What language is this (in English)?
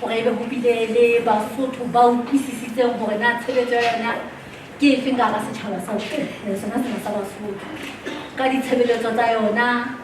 Southern Sotho